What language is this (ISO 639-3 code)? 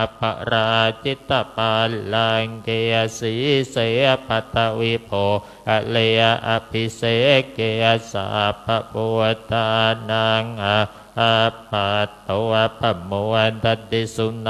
pli